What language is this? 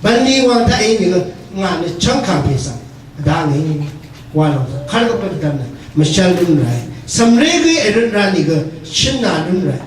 Rawang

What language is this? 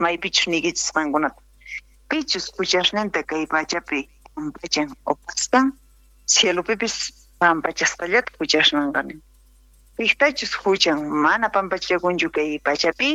South Bolivian Quechua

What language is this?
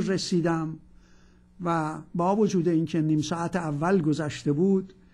Persian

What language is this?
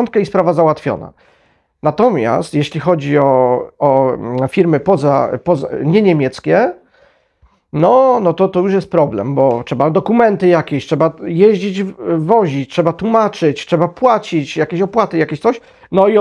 Polish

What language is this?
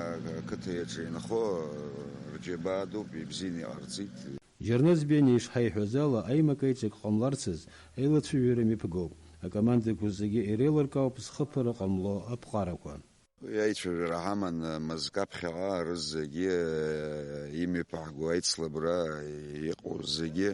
Abkhazian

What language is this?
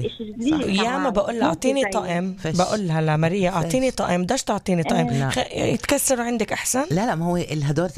North Levantine Arabic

